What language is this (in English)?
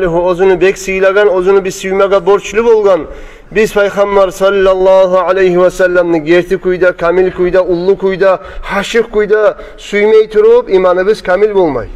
Kumyk